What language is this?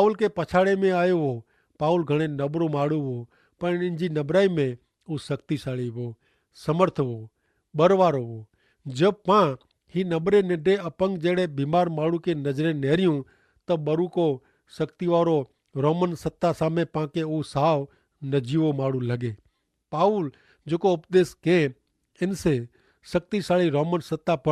Kachhi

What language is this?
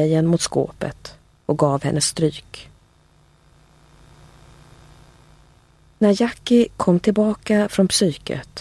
Swedish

